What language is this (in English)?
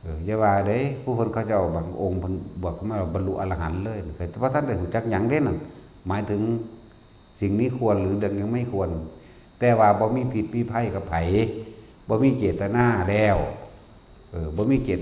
Northeastern Thai